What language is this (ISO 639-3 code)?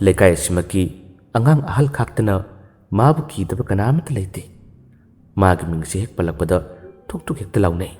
mni